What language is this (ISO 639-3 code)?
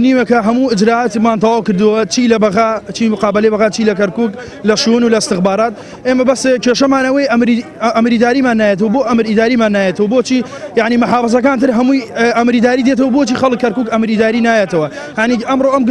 ckb